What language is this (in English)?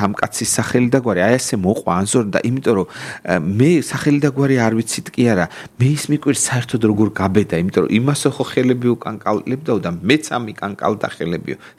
Georgian